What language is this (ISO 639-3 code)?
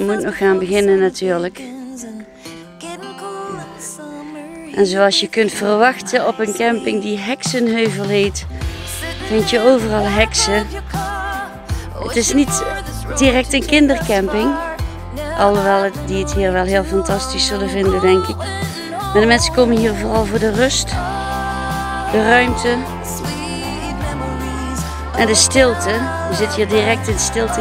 nld